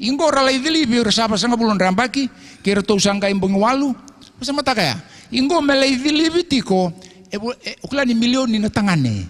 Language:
Fijian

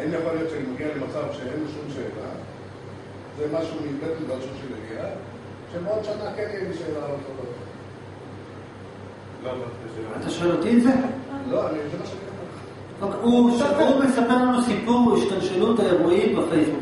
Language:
Hebrew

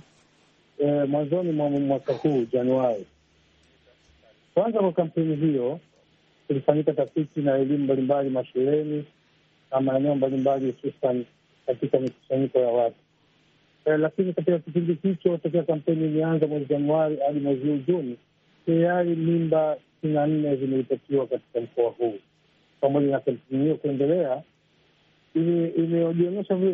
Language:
Swahili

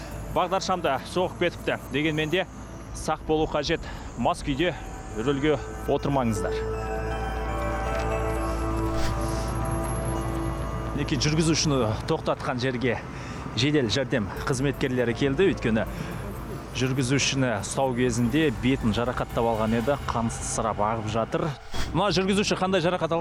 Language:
Kazakh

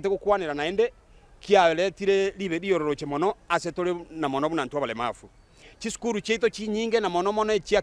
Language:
Gusii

